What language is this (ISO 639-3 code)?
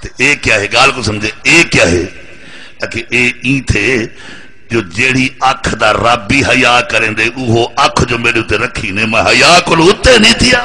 skr